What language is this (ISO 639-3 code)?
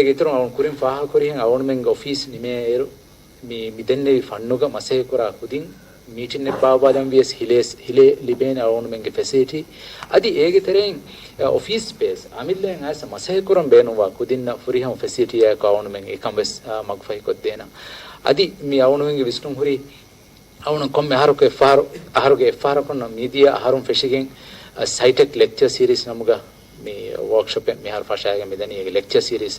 div